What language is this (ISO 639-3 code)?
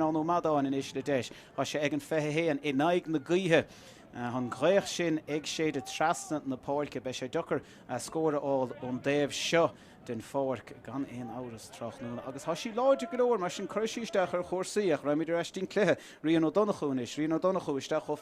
gle